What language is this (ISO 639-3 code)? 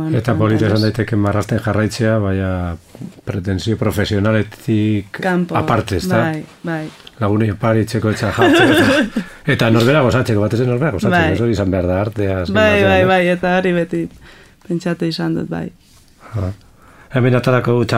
eus